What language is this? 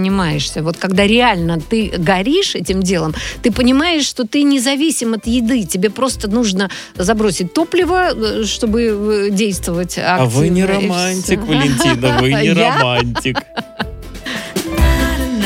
Russian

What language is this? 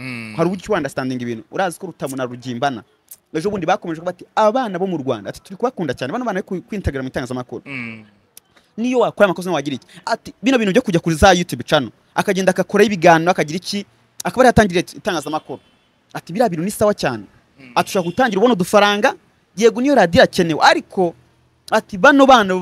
Kinyarwanda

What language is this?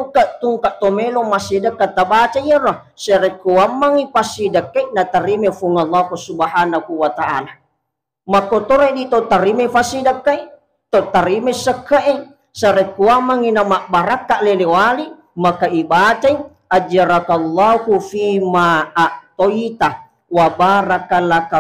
Buginese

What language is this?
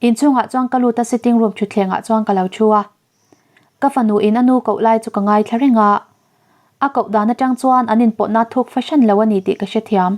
Mizo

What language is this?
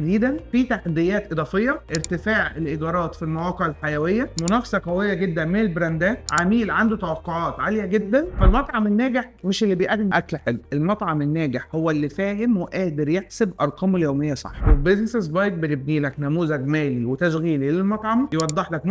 Egyptian Arabic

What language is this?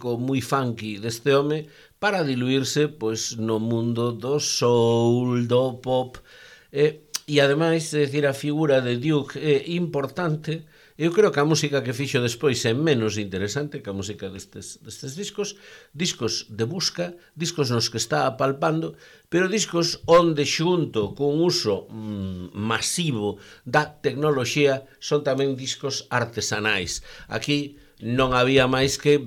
Galician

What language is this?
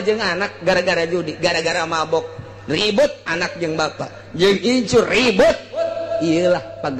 Sundanese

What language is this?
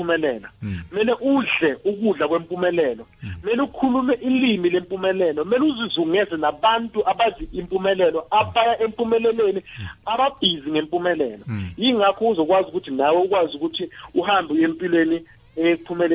South Ndebele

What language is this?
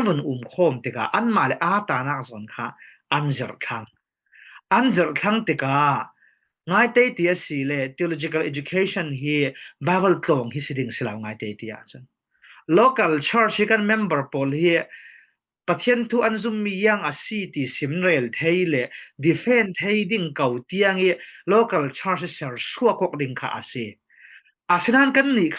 Falam Chin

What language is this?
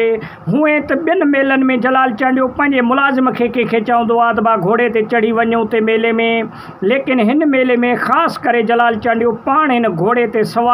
Sindhi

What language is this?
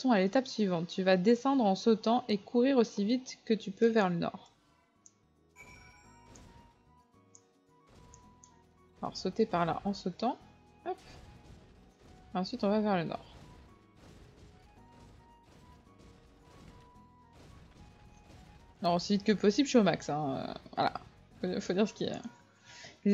French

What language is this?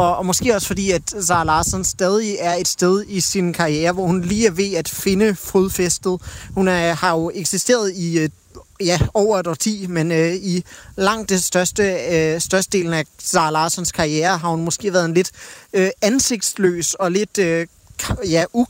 Danish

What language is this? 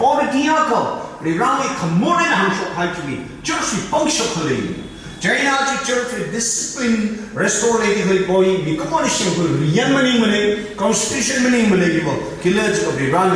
Tangkhul Naga (India)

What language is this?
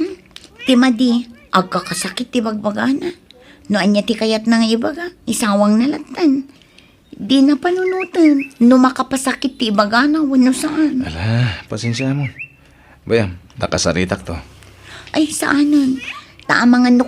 Iloko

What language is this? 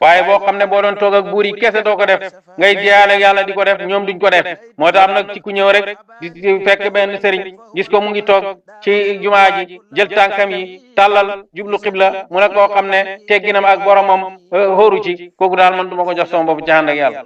Wolof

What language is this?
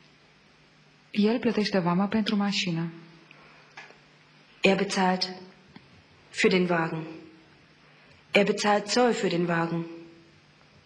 Romanian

